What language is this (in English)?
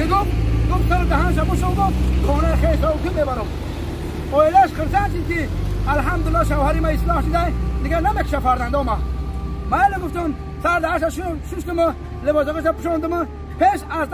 Tajik